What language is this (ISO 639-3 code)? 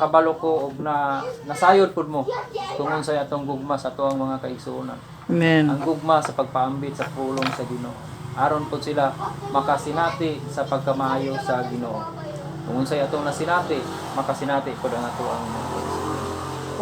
ceb